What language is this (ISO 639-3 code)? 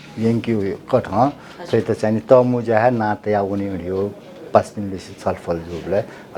new